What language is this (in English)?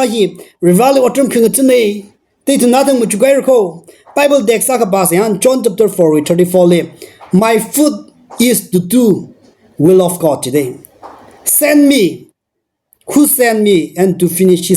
Tangkhul Naga (India)